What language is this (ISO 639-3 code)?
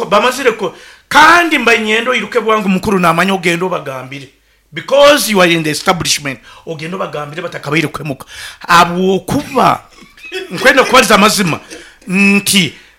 nyo